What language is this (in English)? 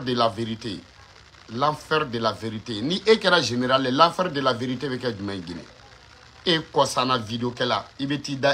Bambara